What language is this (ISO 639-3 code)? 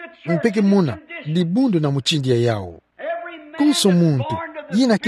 ktu